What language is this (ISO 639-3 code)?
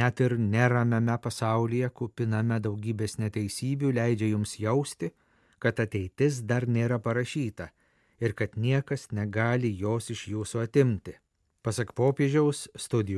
lit